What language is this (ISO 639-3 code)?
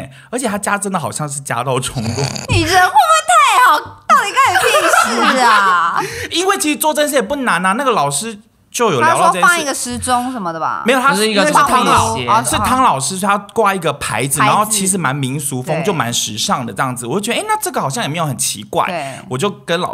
zho